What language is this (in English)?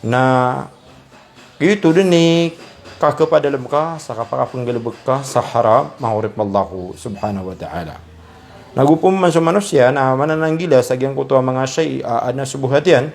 Maranao